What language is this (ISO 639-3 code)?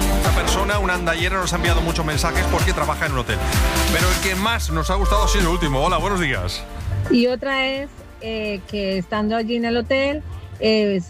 spa